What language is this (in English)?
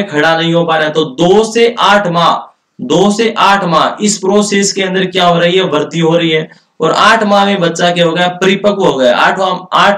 Hindi